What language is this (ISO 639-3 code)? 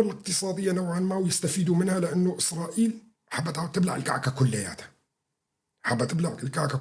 apc